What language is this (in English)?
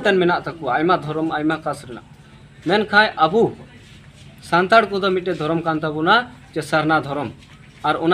Santali